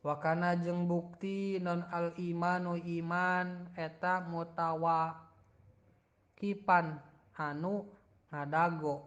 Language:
Sundanese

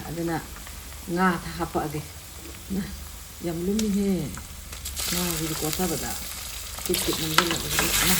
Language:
Manipuri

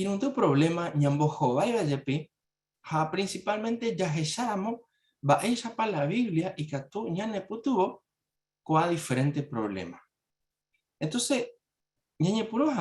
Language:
Guarani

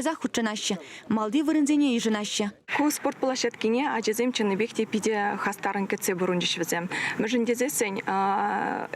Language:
Chuvash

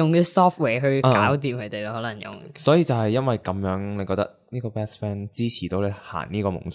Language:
Cantonese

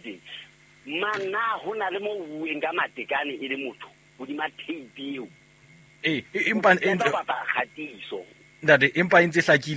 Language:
Southern Sotho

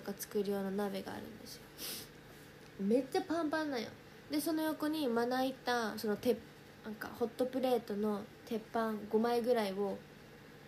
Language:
Japanese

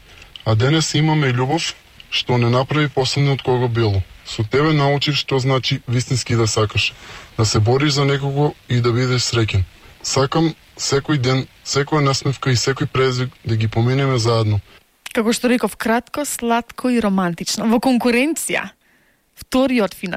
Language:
Macedonian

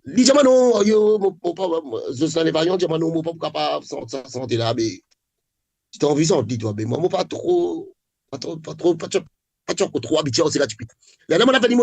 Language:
Morisyen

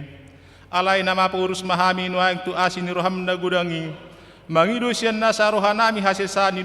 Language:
Batak Toba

